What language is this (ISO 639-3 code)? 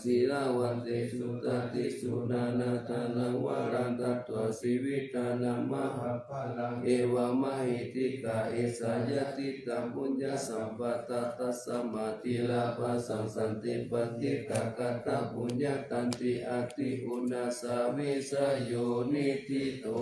pli